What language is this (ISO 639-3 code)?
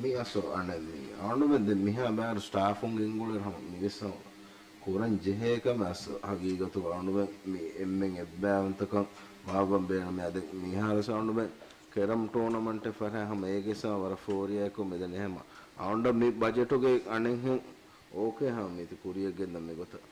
div